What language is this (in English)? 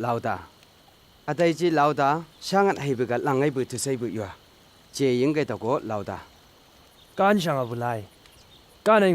Chang Naga